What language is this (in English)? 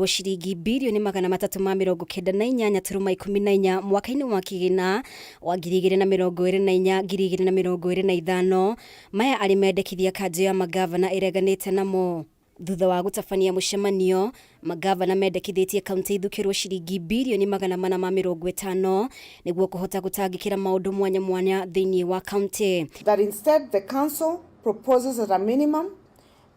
Kikuyu